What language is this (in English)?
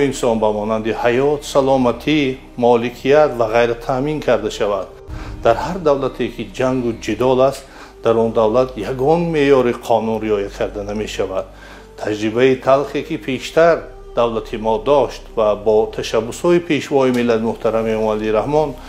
Tajik